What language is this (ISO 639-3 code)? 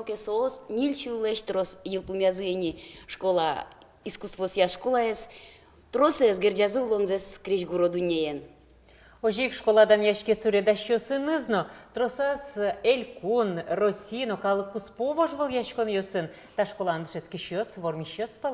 udm